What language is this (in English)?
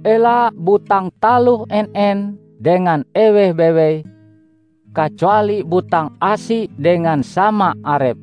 Ngaju